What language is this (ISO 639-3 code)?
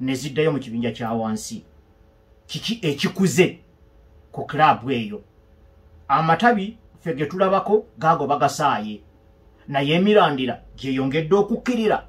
lug